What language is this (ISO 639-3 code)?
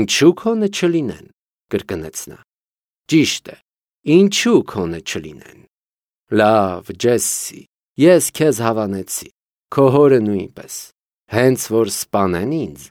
hye